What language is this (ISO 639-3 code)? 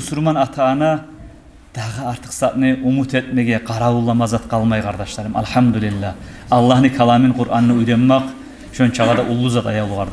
kum